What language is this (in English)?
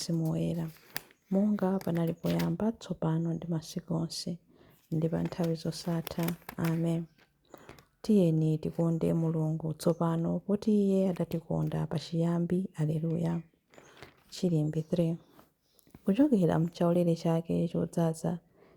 Nyanja